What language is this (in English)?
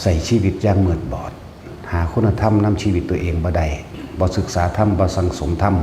Northeastern Thai